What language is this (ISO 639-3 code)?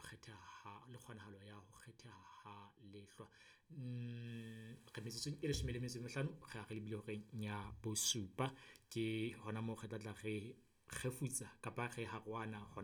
sot